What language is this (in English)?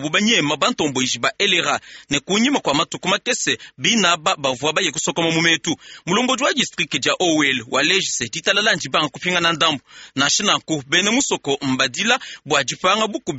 Luba-Lulua